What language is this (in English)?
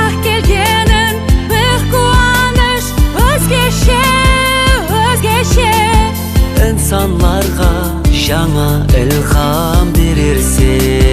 Kara-Kalpak